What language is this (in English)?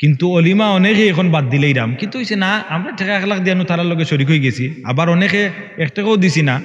Sylheti